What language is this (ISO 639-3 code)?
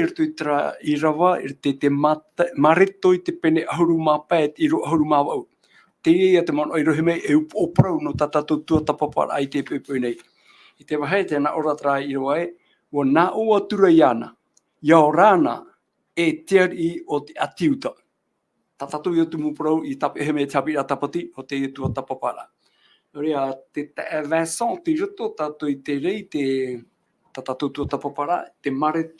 tah